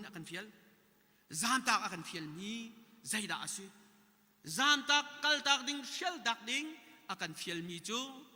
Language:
Hakha Chin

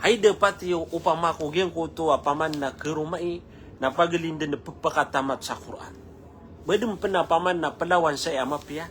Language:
Maranao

